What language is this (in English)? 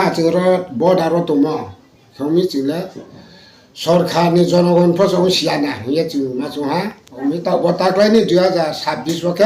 Riang (India)